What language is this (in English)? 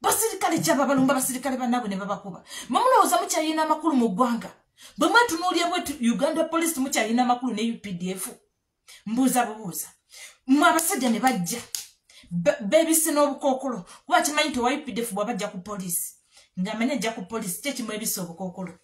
Ganda